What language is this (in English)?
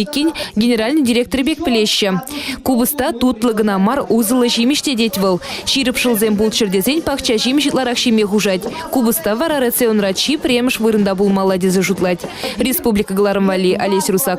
Chuvash